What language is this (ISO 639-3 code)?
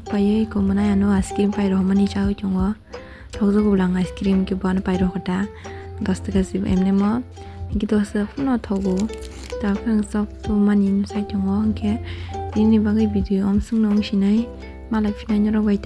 trp